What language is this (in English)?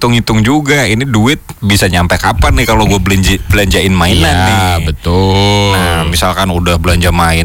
Indonesian